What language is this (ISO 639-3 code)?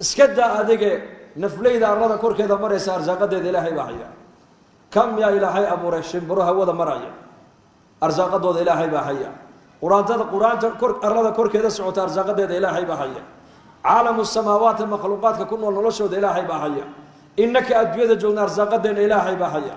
som